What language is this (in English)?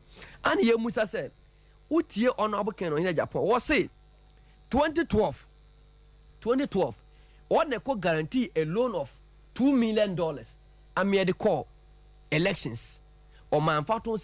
Akan